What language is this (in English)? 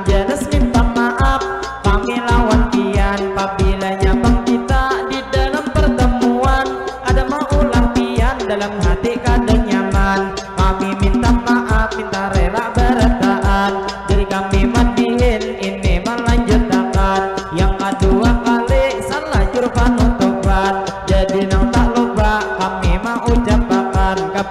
Banjar